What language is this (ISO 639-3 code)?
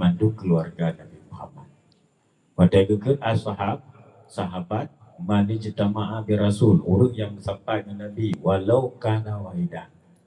ace